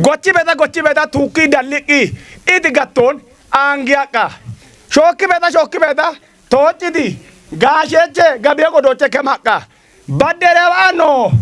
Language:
Kafa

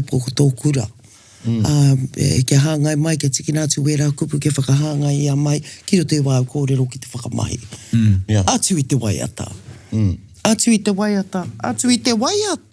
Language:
Māori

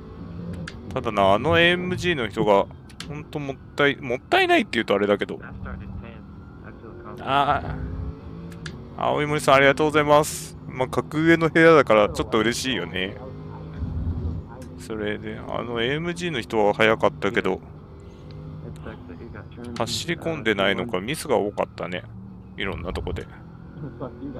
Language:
Japanese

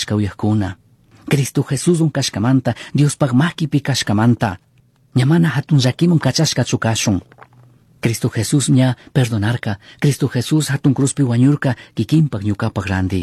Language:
Chimborazo Highland Quichua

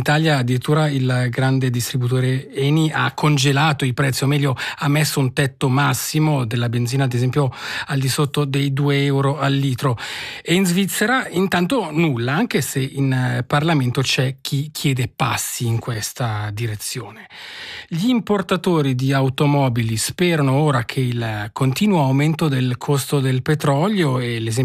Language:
Italian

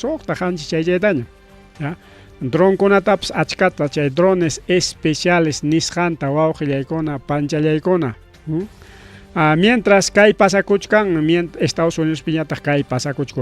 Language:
Ayacucho Quechua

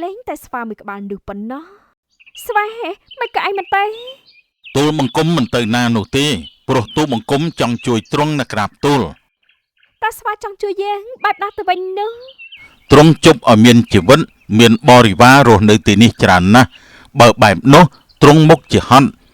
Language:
Khmer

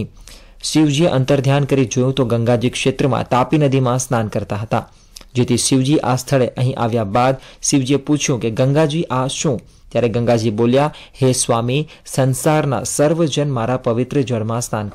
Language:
Gujarati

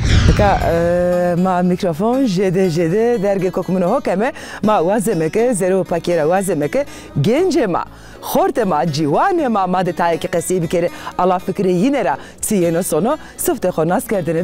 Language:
Zaza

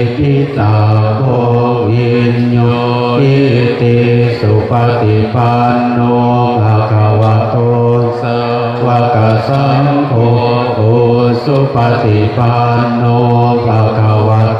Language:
Pali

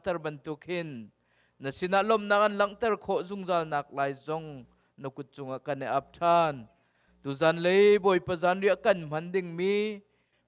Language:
Hakha Chin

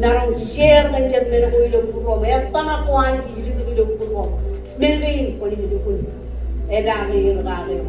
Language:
Marshallese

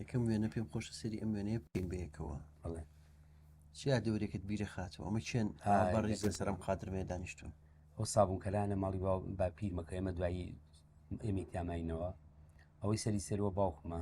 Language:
Central Kurdish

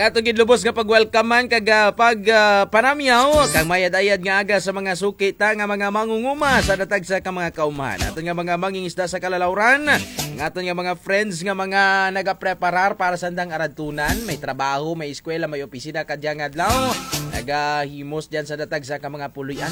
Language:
Kinaray-a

